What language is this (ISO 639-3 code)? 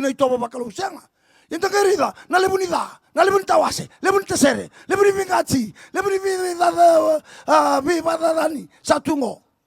fij